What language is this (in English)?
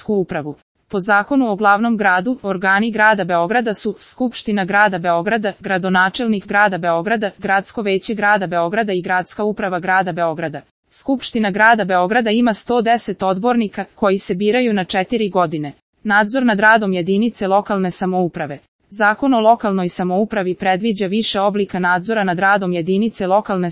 Serbian